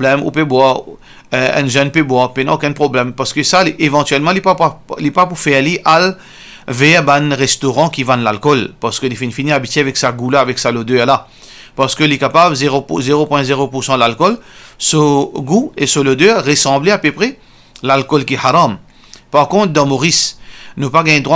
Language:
Morisyen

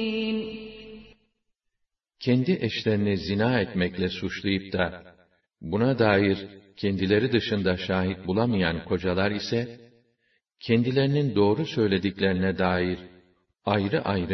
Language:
Turkish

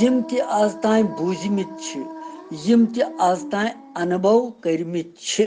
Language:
Kashmiri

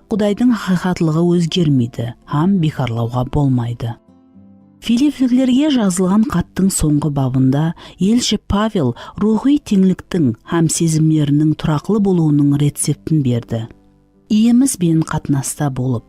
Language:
Kara-Kalpak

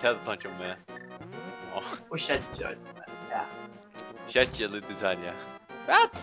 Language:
Faroese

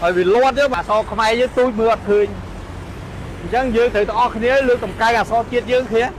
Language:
Khmer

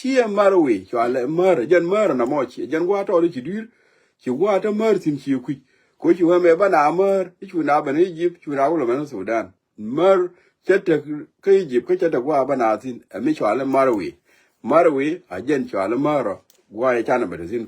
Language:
Nuer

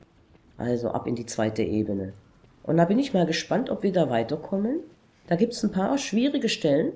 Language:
German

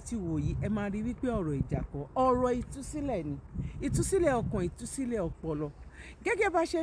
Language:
Yoruba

